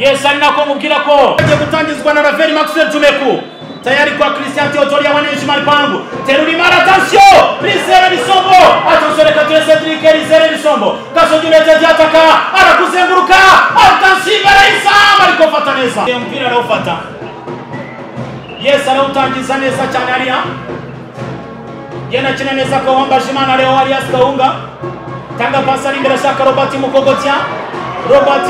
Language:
Kinyarwanda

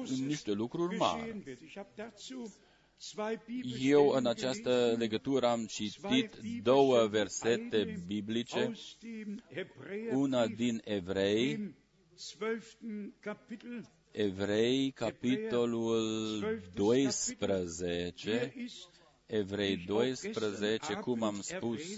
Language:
Romanian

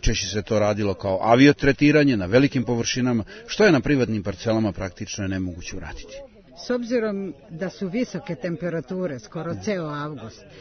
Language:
Serbian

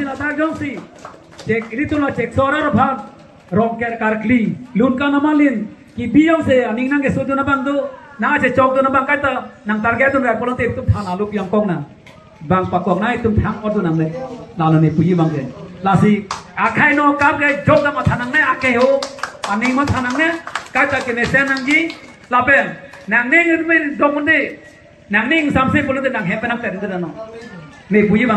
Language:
Karbi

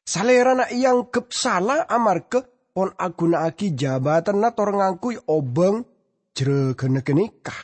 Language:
Madurese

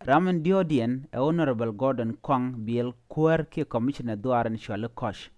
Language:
Nuer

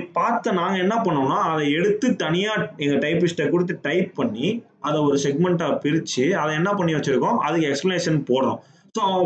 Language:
Tamil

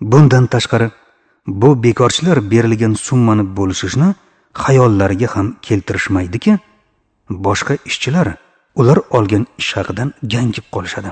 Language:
Uzbek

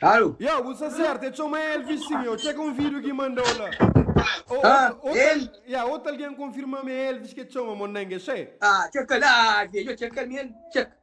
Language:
Kabuverdianu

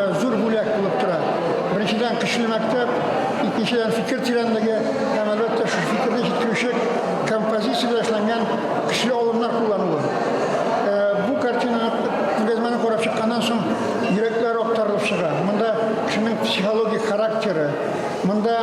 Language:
Tatar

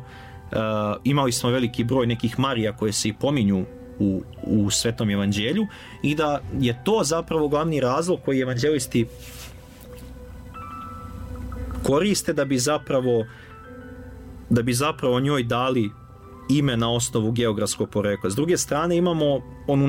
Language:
Serbian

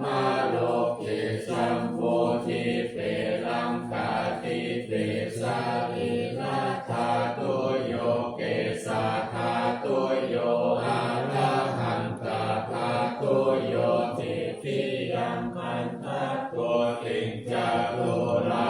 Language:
Pali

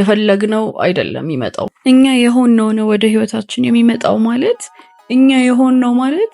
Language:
Amharic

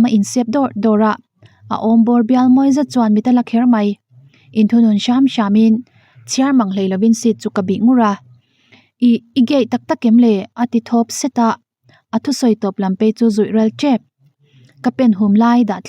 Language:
Mizo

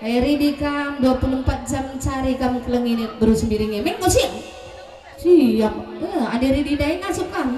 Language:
Batak Karo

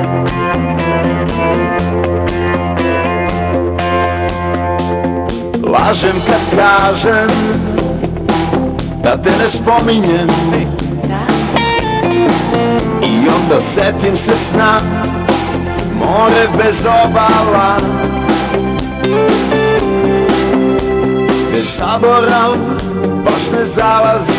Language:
Serbian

